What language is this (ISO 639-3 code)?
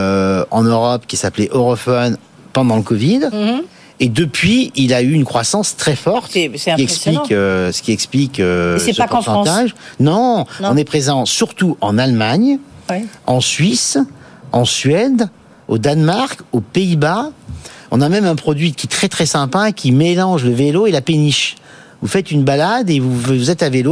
fra